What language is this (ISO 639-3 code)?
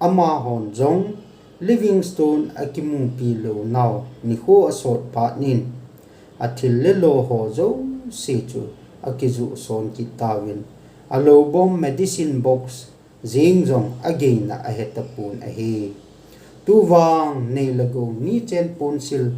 tcz